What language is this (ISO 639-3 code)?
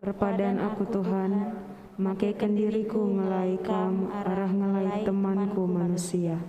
btx